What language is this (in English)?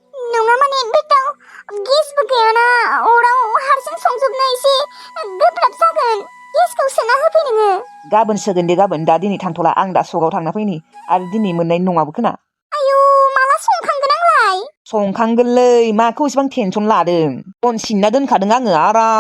Bodo